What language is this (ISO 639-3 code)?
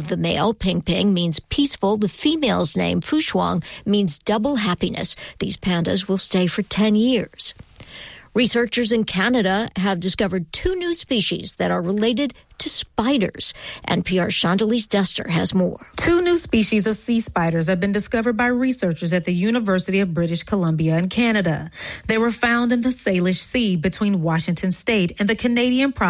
eng